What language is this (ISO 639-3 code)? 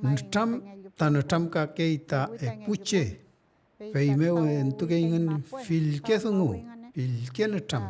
arn